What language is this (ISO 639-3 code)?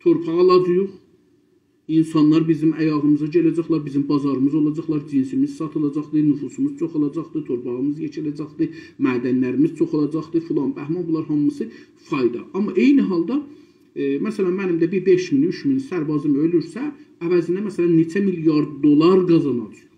azb